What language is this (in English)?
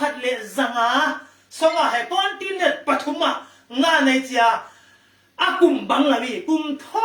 Falam Chin